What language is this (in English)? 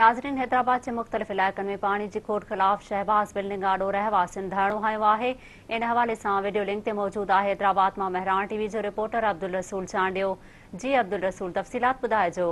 Sindhi